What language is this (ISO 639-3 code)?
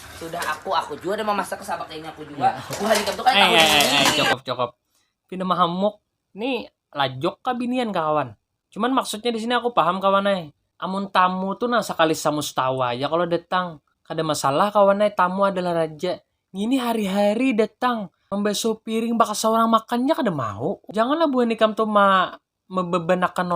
bjn